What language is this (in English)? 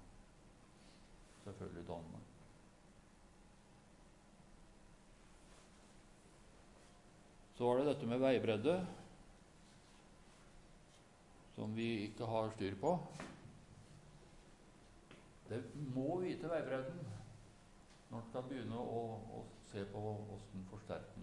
Norwegian